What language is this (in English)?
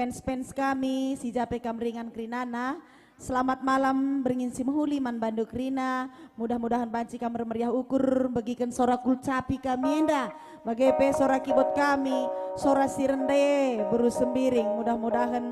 Batak Karo